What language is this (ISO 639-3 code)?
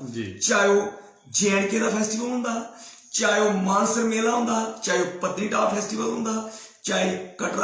doi